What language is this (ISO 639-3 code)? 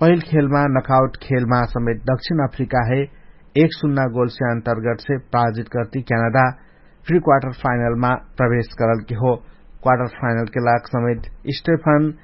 thl